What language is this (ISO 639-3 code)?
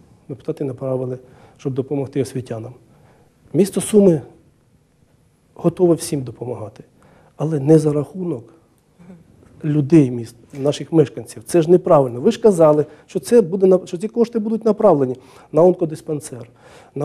ukr